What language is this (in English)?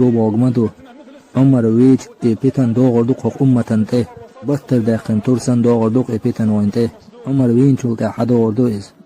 Chechen